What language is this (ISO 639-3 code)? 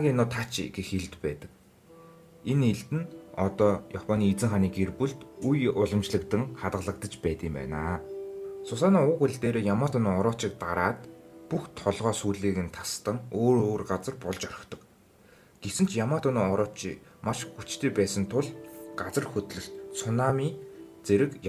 mon